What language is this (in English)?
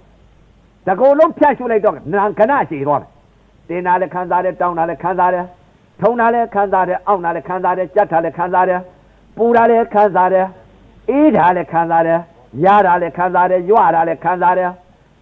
Burmese